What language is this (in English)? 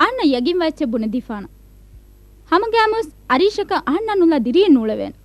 Divehi